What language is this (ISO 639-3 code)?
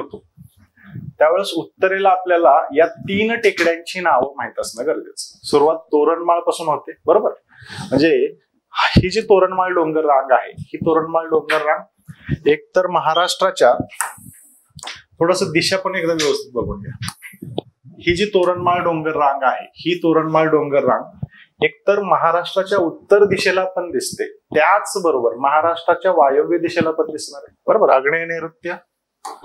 mar